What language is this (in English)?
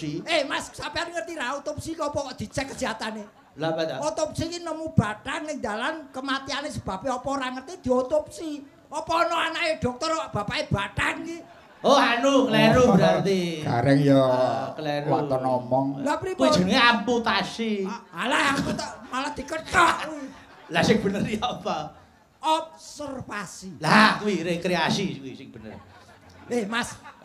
Javanese